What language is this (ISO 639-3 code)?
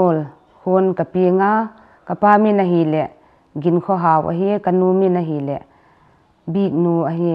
pck